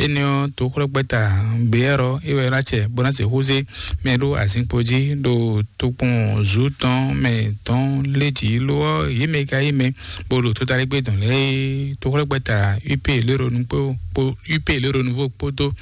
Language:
Fon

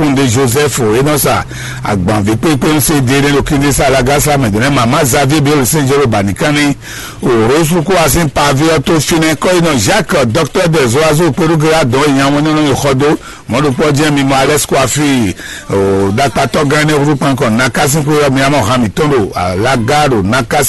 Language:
Fon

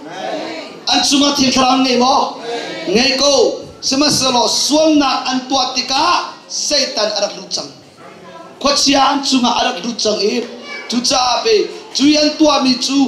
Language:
Hakha Chin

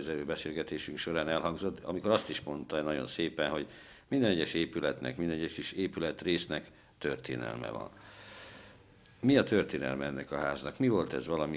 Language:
Hungarian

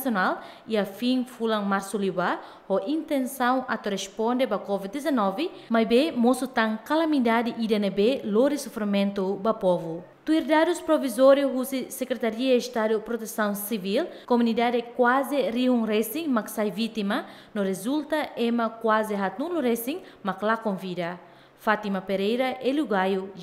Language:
Tetum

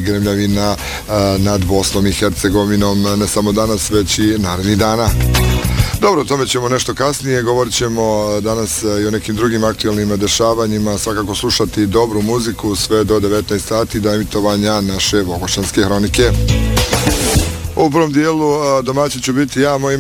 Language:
Bosnian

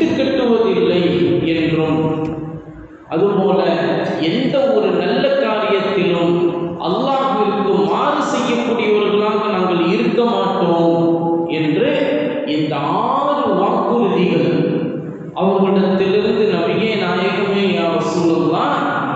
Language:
Tamil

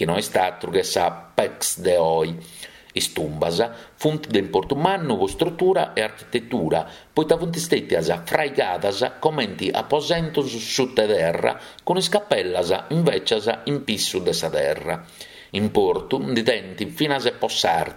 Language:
Sardinian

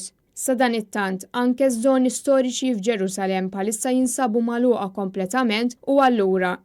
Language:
Maltese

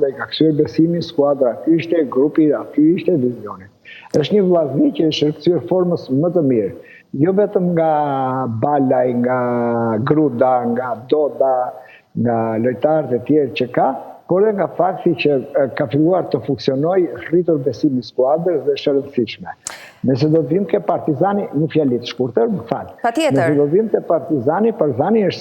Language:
Albanian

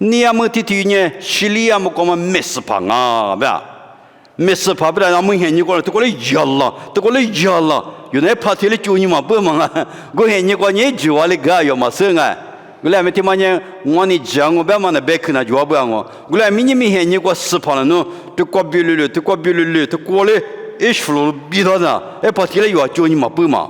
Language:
Lisu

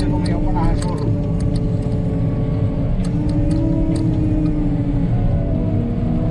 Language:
Finnish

